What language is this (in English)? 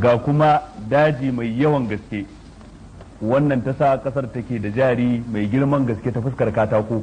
Hausa